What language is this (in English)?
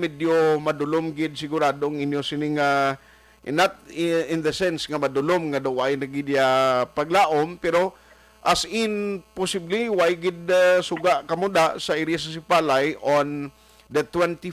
Hiligaynon